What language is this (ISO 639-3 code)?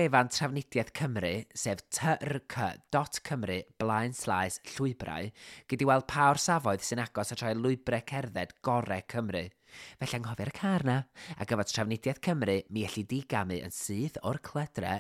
cym